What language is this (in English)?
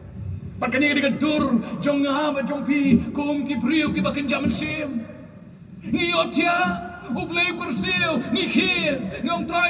Khasi